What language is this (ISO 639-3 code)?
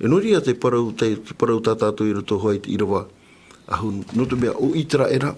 tah